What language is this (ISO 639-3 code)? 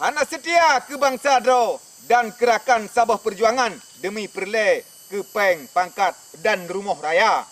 ace